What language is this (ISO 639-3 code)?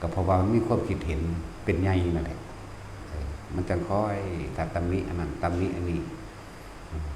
tts